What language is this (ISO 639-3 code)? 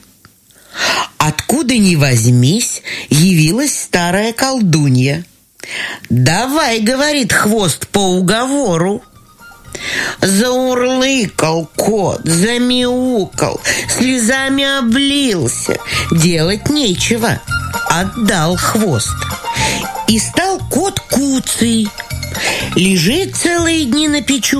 rus